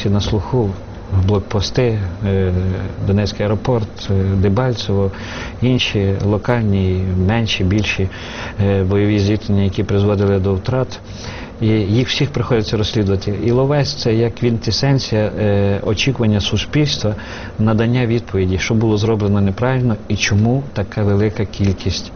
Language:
Ukrainian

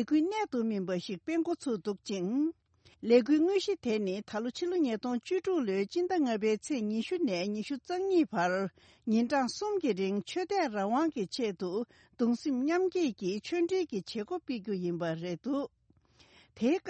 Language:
Tibetan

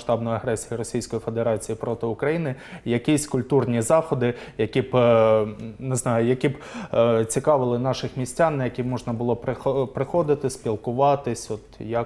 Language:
Ukrainian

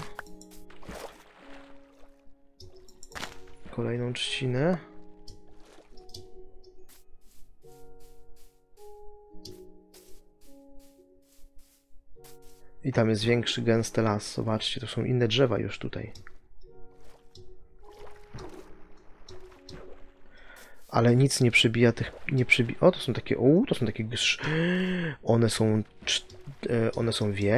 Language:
Polish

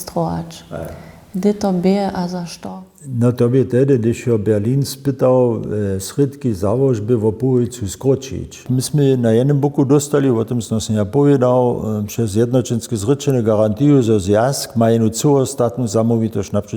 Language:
Upper Sorbian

